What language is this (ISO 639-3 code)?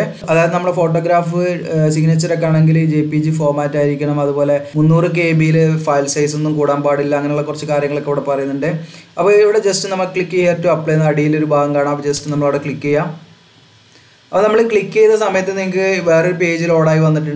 mal